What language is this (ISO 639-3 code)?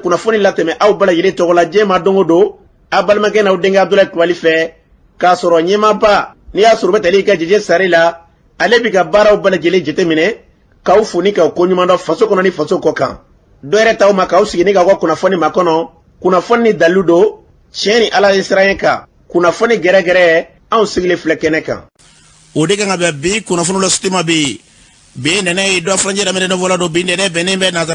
bam